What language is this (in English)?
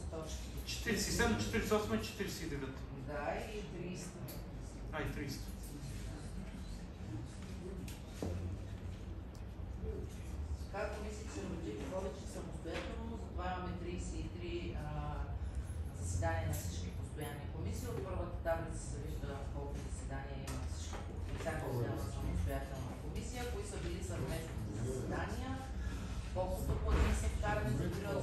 Bulgarian